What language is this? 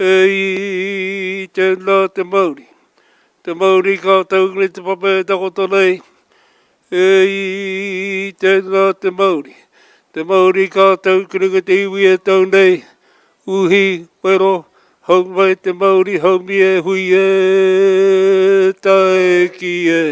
Māori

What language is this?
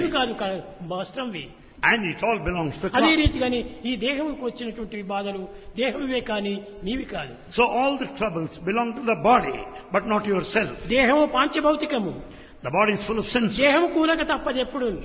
Telugu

